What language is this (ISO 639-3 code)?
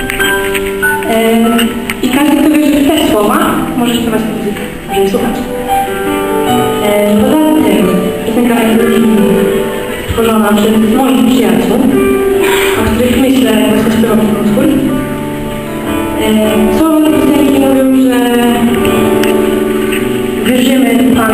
pol